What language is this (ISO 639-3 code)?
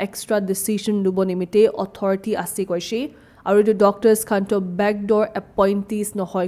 nag